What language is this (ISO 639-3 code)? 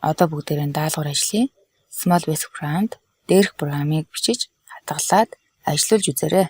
mon